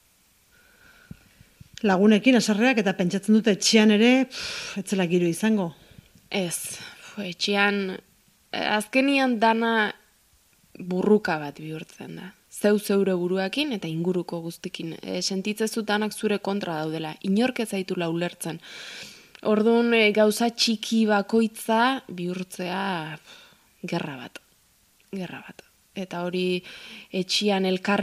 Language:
Basque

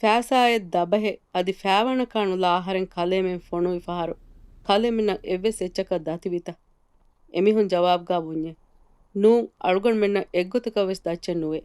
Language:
Divehi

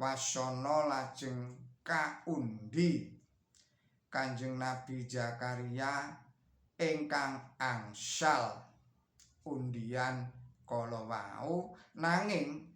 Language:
Javanese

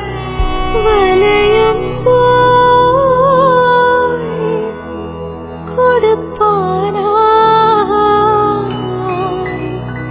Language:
Malayalam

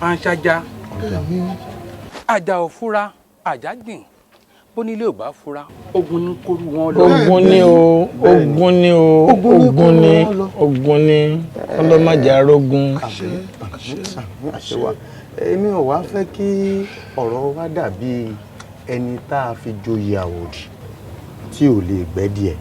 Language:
Yoruba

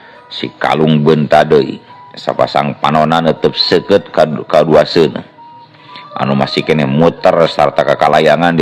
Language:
Sundanese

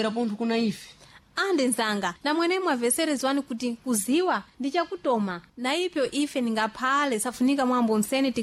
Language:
Sena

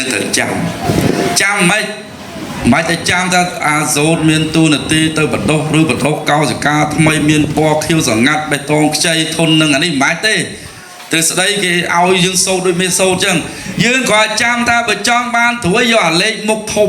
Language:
Khmer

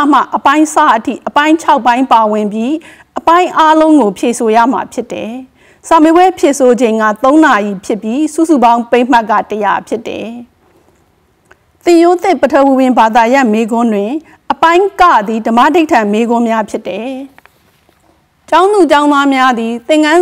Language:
Burmese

